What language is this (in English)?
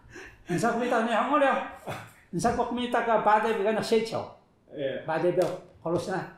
Taroko